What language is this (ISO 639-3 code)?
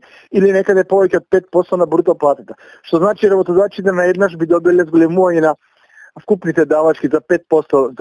mkd